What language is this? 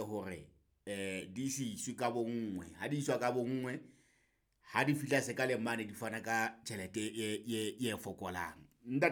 Southern Sotho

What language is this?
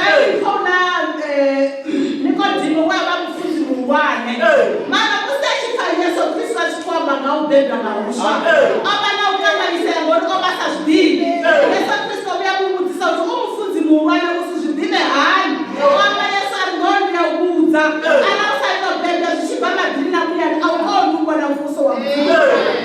Venda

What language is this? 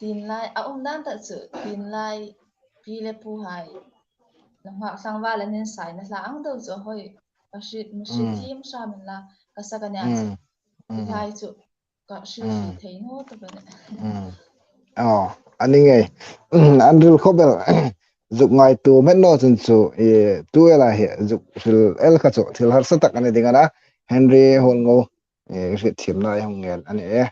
Hmar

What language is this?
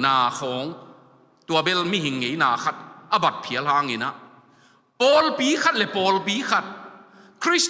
Tedim Chin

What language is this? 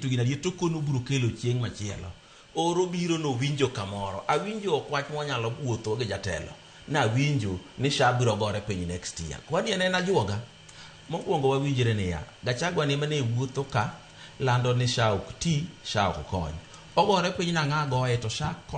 Luo (Kenya and Tanzania)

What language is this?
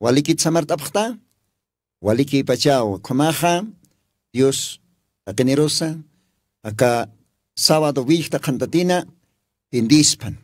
Aymara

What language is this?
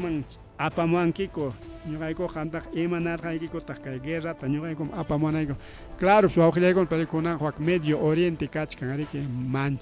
Ayacucho Quechua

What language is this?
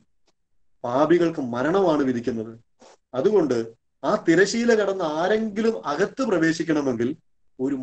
Malayalam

